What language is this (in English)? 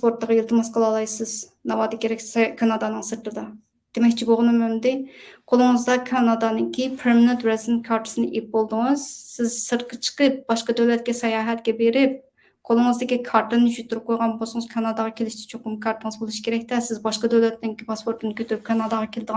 Uyghur